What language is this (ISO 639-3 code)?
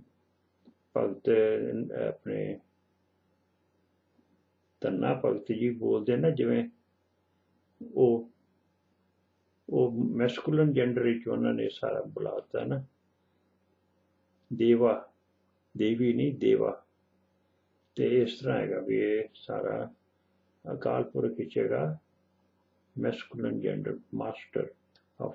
pan